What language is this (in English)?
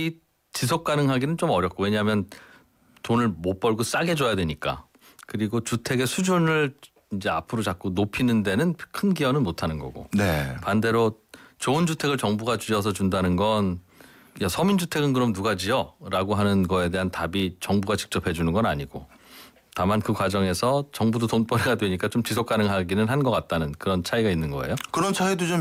Korean